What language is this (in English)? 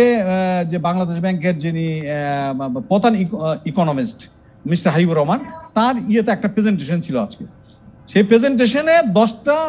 Bangla